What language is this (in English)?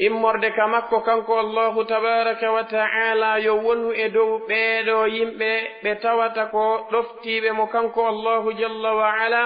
Pular